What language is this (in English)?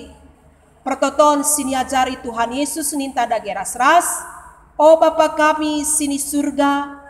Batak Karo